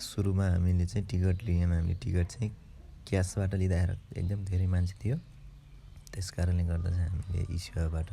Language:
Nepali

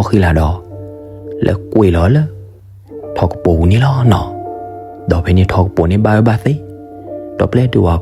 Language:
S'gaw Karen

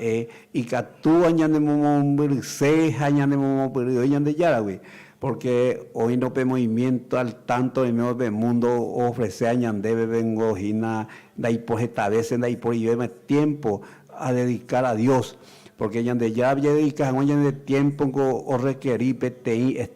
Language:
Guarani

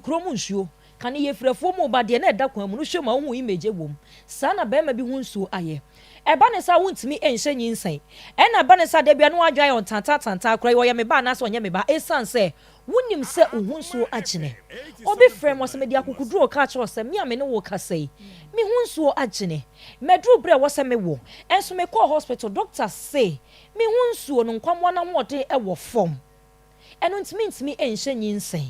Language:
Akan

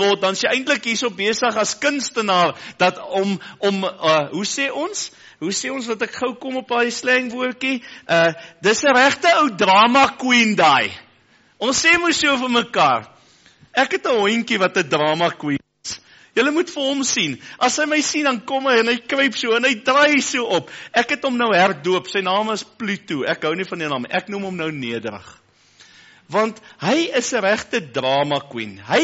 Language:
Afrikaans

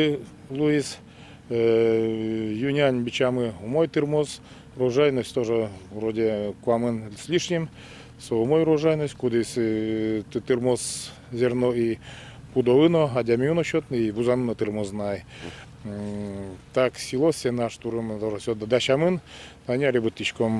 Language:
Udmurt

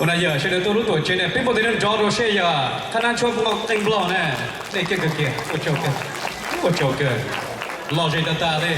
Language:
Hmong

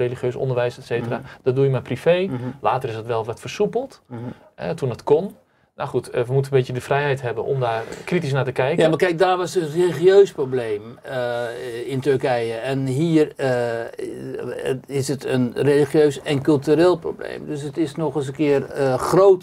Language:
Dutch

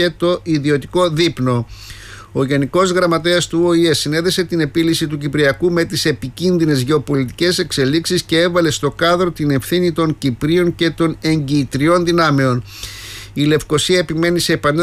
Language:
Greek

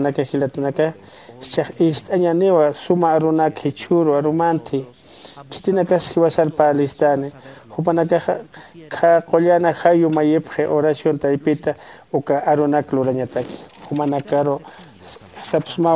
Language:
Aymara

